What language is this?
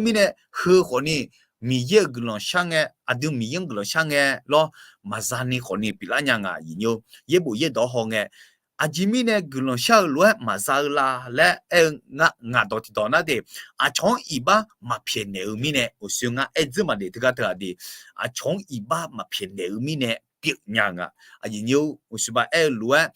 Akha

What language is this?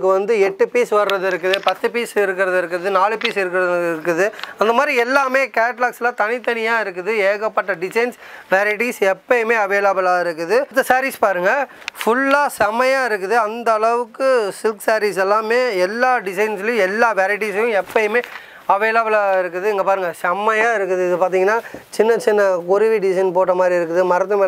Tamil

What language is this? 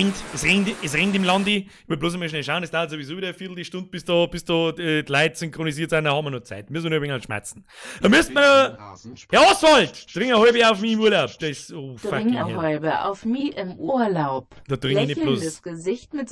Bavarian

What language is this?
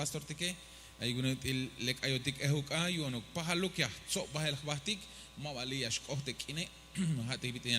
Tzeltal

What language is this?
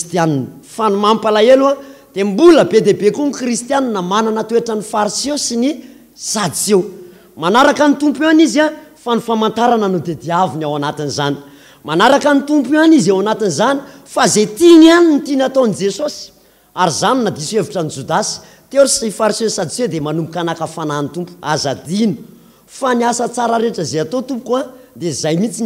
Malagasy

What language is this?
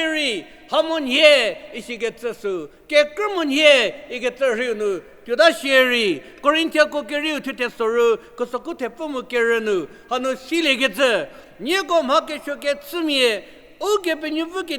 Angami Naga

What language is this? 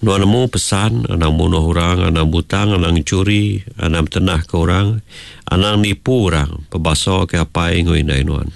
Iban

